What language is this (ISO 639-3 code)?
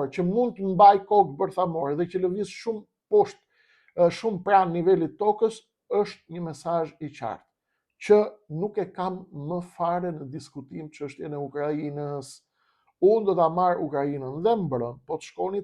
sqi